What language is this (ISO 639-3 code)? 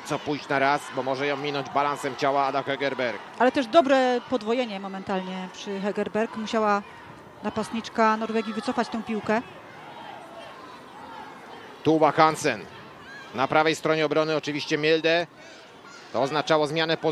pol